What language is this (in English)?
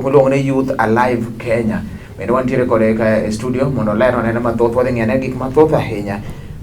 Luo (Kenya and Tanzania)